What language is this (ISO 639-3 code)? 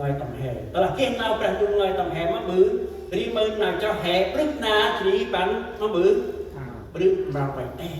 cmo